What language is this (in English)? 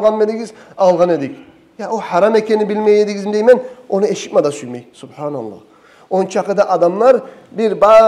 Kumyk